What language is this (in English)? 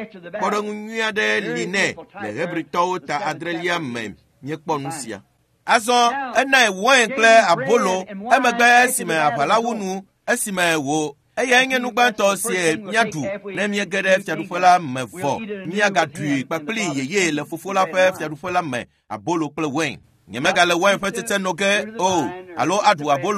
Ewe